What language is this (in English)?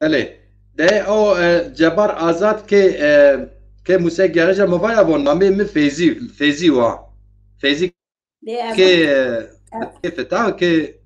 Zaza